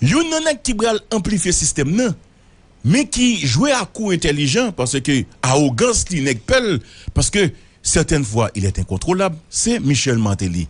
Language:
Haitian Creole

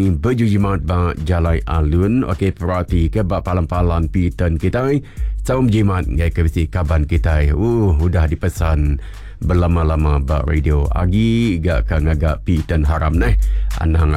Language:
Iban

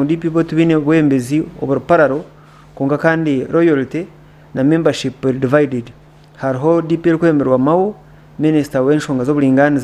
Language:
Nyankole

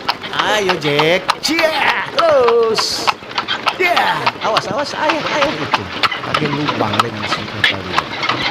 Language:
Manado Malay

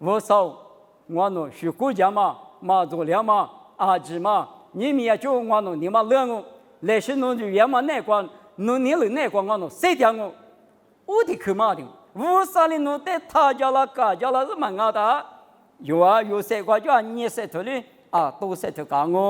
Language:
Lisu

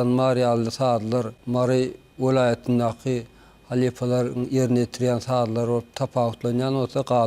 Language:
Turkmen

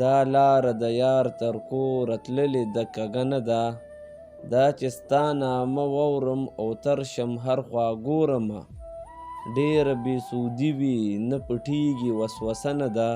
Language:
Pashto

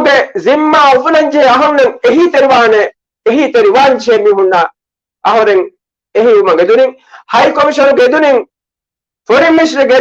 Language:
Divehi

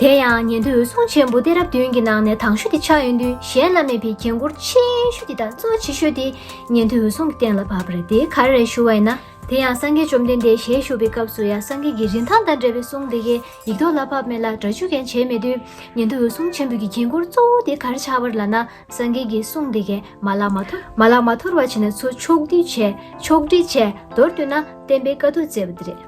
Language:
Tibetan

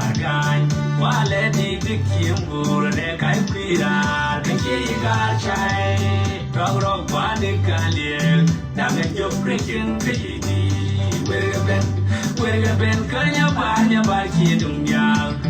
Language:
Nuer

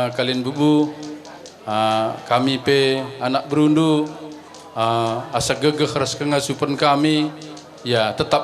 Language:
Batak Karo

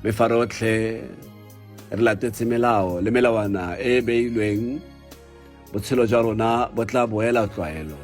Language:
Tswana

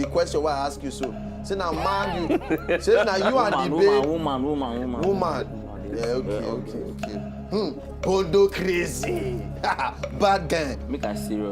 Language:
Nigerian Pidgin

